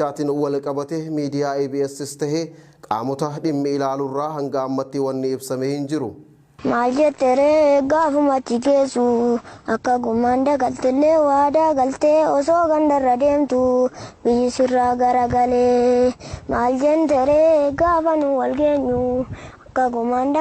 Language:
Oromo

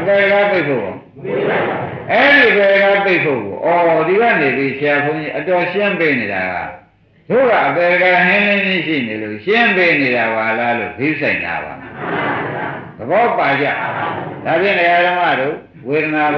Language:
Burmese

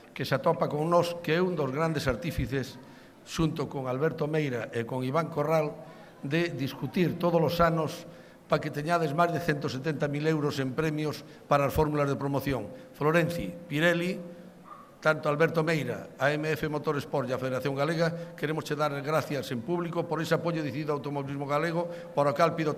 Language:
Galician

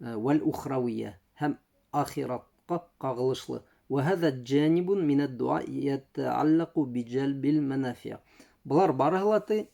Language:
Bashkir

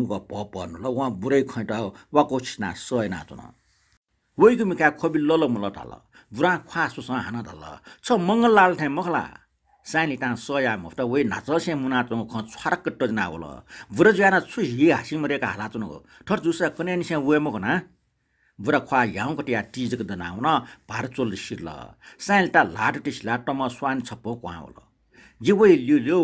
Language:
Newari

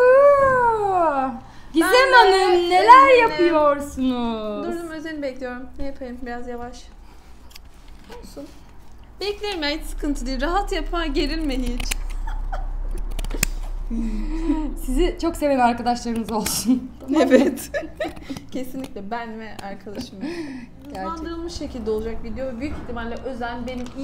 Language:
Turkish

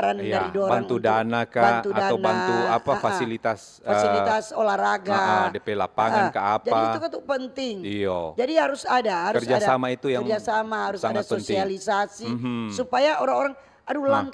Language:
Manado Malay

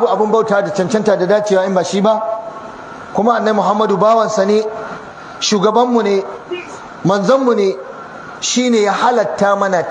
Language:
Hausa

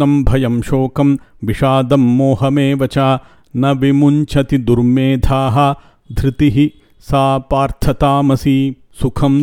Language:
Sanskrit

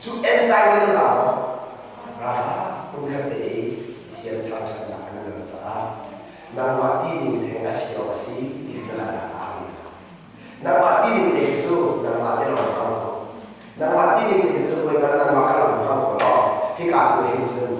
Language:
Hakha Chin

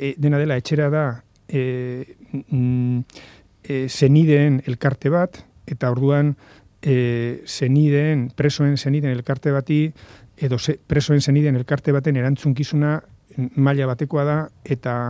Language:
Basque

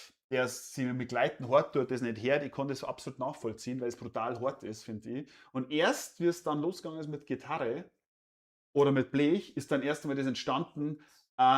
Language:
Bavarian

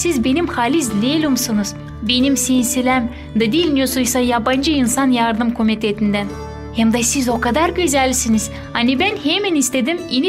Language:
Gagauz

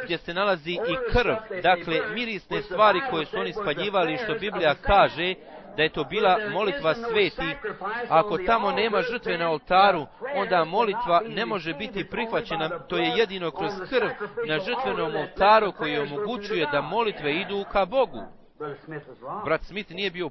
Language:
Bosnian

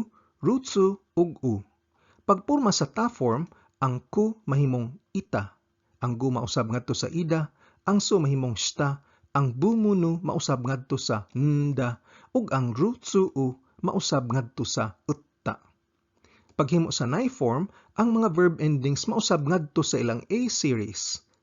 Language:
Cebuano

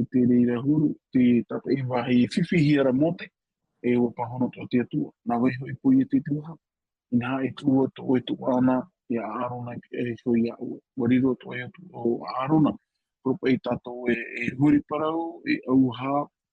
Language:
Tahitian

